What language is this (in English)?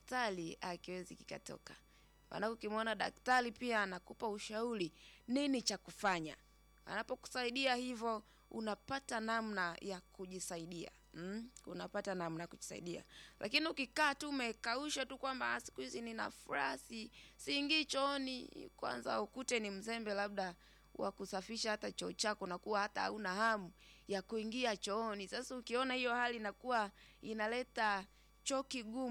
Swahili